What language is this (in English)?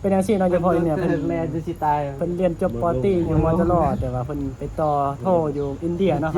Northeastern Thai